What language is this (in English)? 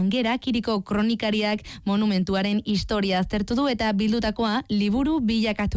Basque